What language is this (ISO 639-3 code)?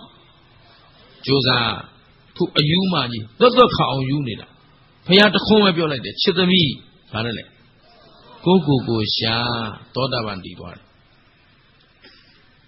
mya